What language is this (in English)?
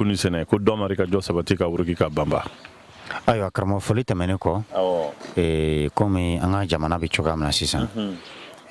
Bambara